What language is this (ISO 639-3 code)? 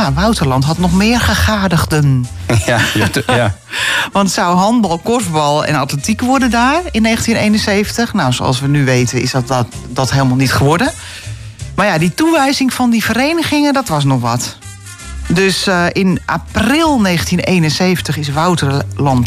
nld